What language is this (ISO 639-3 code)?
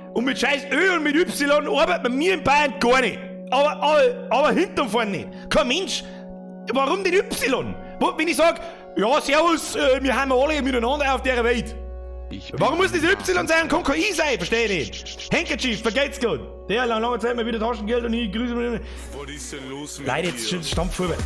bar